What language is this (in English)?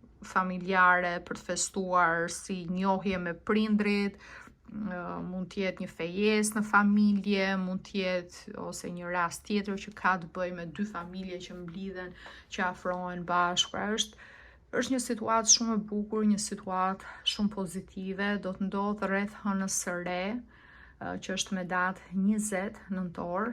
Albanian